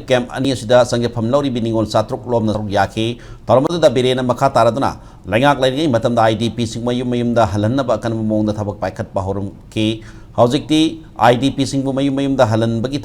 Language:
Manipuri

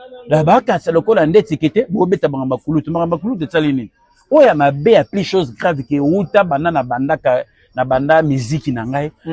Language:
Lingala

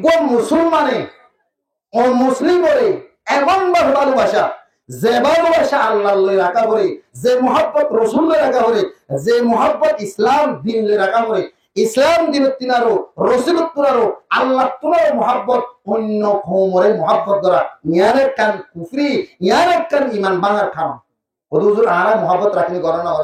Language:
Rohingya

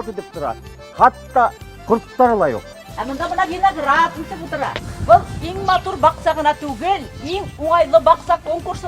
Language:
Bashkir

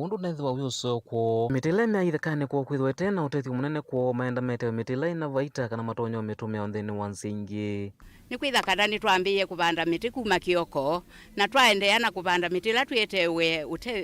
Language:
Kamba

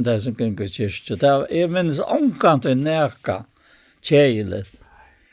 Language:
Faroese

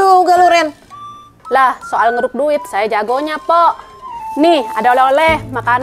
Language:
Betawi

